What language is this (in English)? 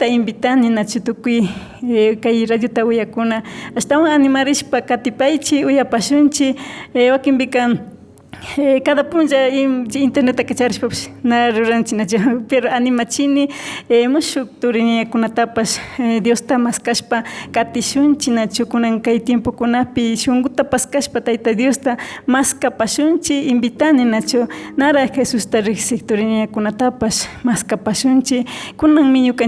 Imbabura Highland Quichua